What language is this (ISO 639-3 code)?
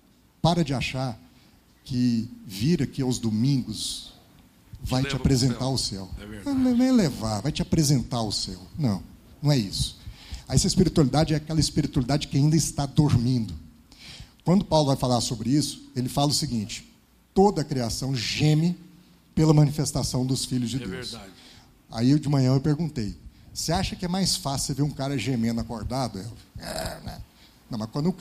por